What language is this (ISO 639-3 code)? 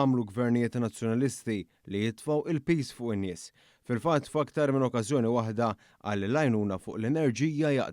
mlt